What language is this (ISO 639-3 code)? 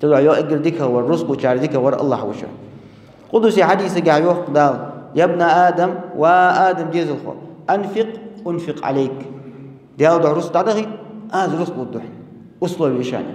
inh